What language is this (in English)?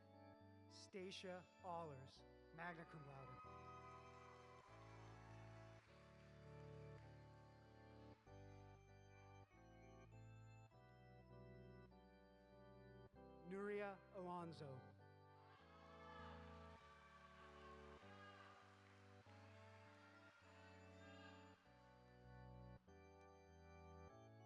English